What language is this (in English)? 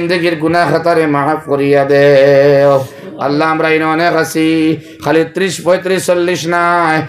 Sylheti